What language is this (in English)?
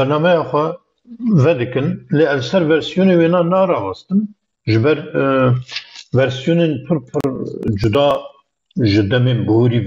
Kurdish